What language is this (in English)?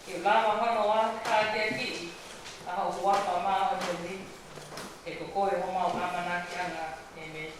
Tongan